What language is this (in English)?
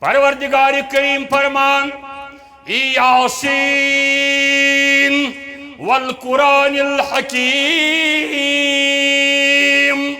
Kashmiri